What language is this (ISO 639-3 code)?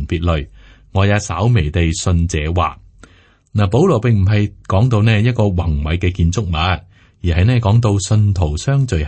yue